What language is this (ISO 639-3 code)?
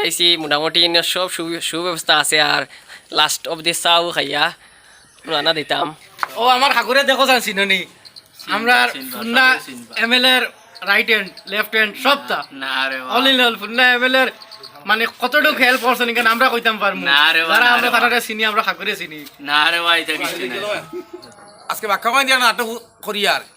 syl